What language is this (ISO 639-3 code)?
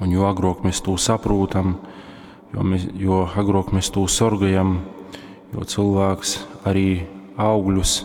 ltg